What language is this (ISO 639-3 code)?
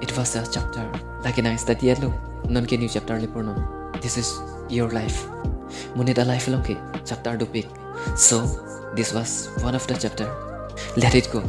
mjw